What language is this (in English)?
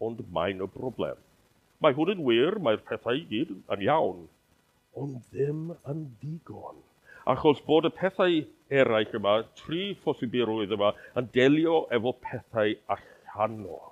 Welsh